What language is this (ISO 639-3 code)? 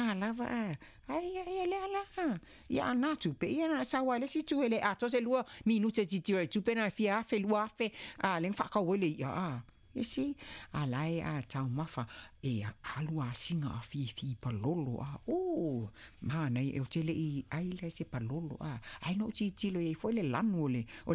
smo